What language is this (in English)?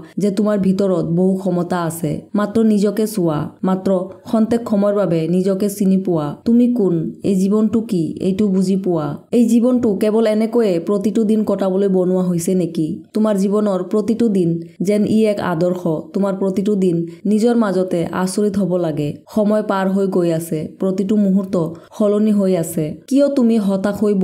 Assamese